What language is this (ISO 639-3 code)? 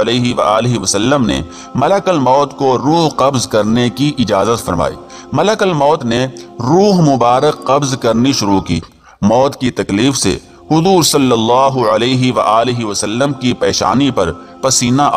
urd